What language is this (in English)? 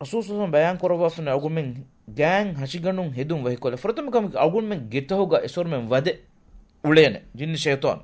Divehi